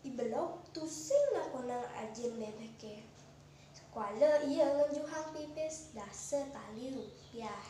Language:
Balinese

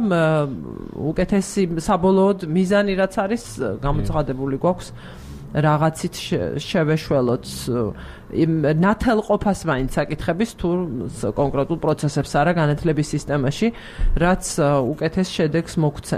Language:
Georgian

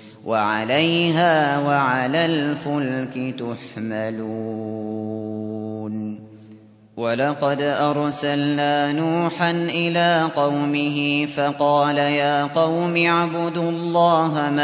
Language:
Arabic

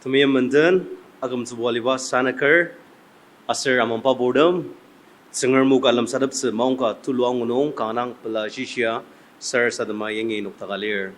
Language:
Ao Naga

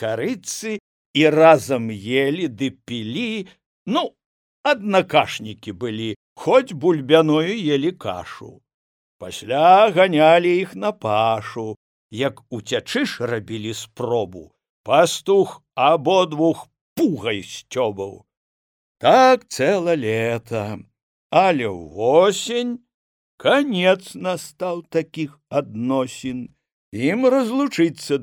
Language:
Belarusian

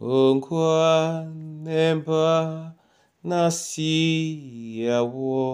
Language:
Duala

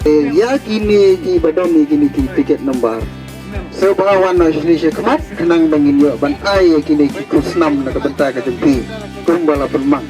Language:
Khasi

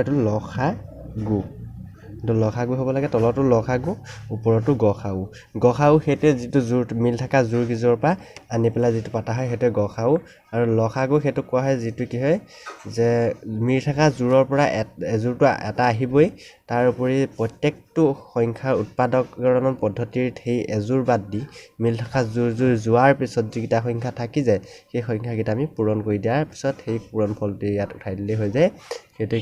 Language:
Assamese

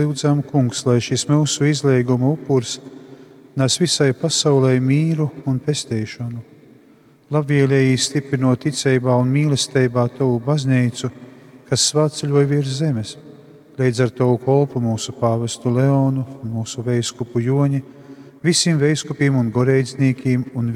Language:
Latgalian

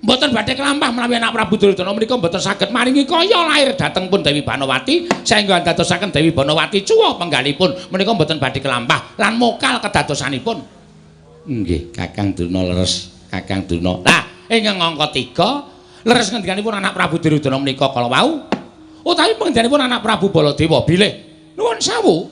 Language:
Javanese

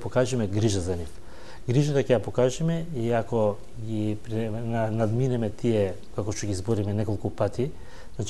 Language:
Macedonian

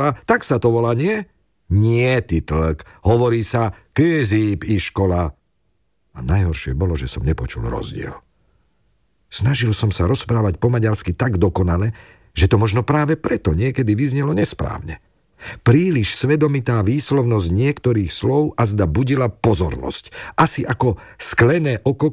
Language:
Slovak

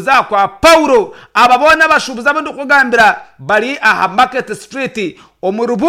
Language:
Nyankole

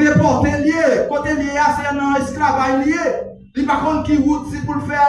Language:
Haitian Creole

